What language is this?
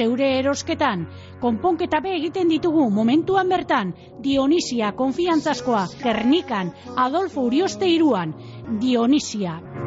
Basque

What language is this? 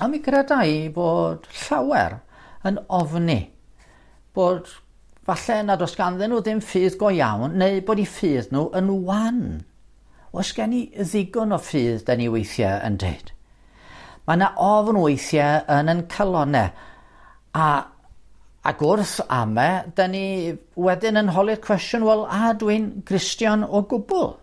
Welsh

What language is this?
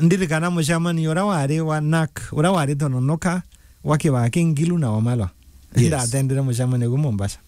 Meru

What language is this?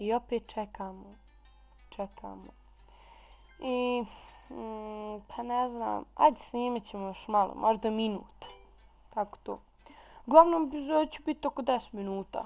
Bosnian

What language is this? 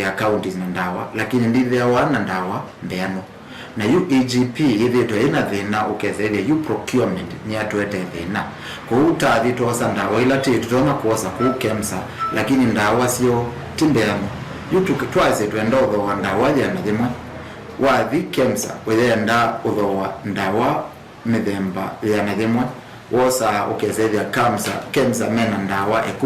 Kamba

